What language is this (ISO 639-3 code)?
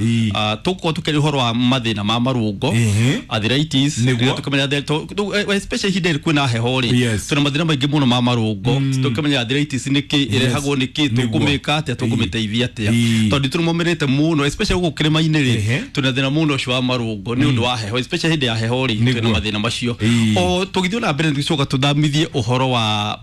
kik